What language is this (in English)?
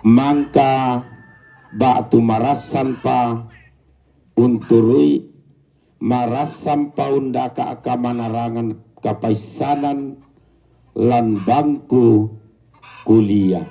Toraja-Sa'dan